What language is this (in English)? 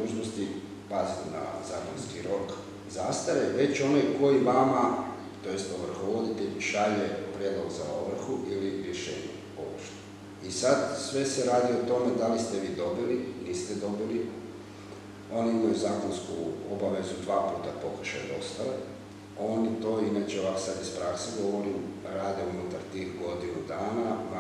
Croatian